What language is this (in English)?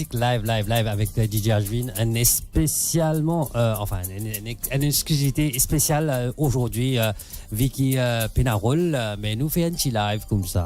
Morisyen